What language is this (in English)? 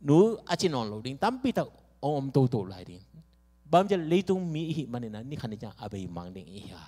Tedim Chin